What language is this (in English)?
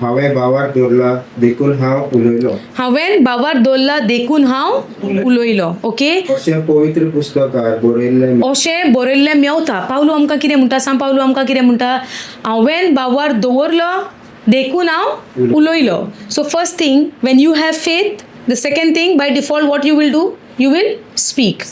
Konkani